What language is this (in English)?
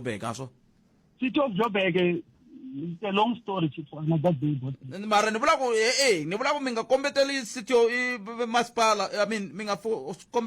Tsonga